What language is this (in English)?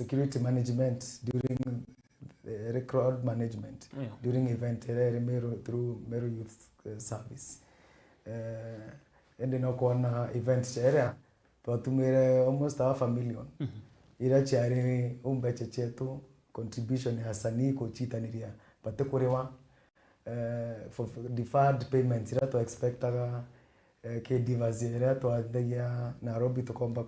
Meru